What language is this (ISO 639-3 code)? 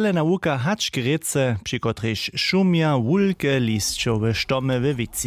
hsb